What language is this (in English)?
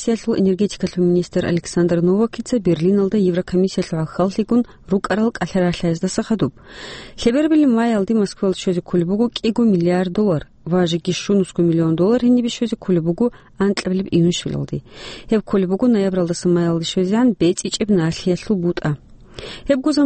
Avaric